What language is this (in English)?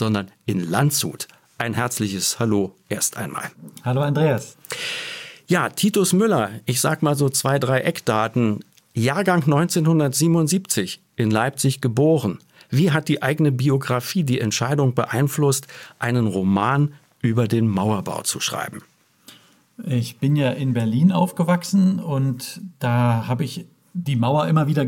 German